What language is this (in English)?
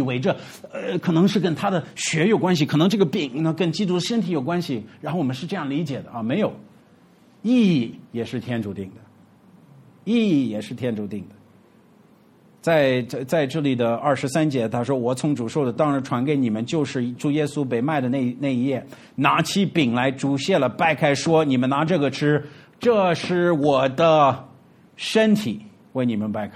Chinese